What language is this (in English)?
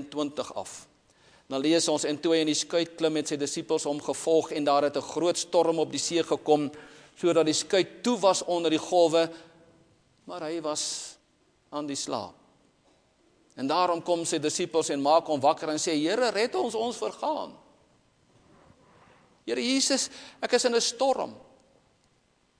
Afrikaans